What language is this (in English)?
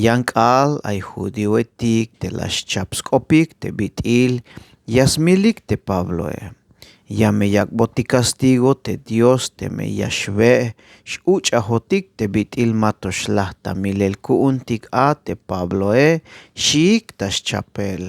Tzeltal